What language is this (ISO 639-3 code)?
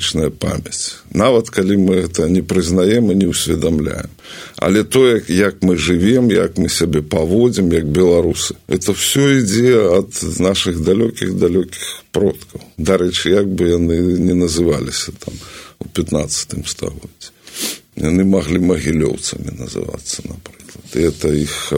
bel